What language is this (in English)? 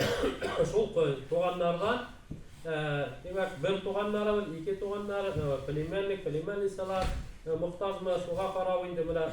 Bashkir